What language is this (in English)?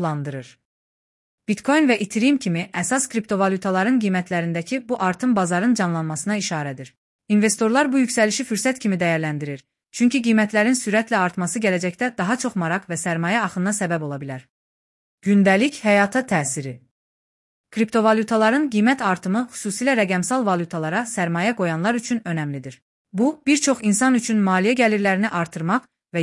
Azerbaijani